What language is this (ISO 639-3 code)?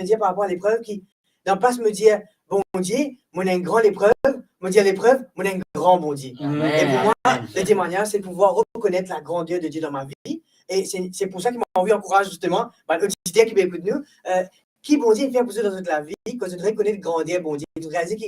mfe